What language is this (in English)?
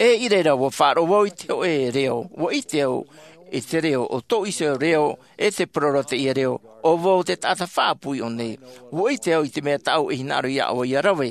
Tahitian